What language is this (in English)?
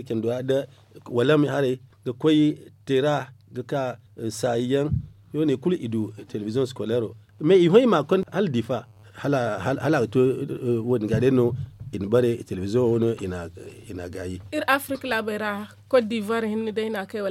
Zarma